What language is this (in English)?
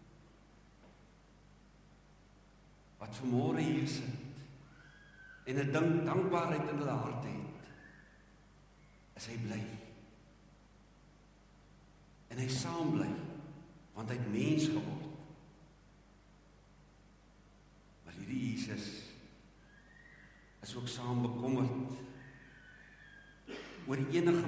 Afrikaans